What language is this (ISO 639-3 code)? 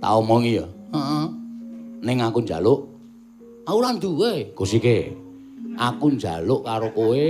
jav